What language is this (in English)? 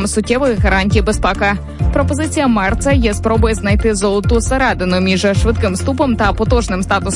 Ukrainian